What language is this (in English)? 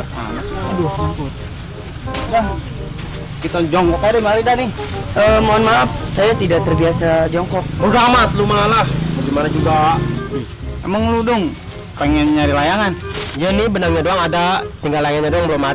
Betawi